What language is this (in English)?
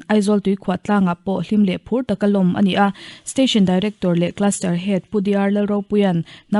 Mizo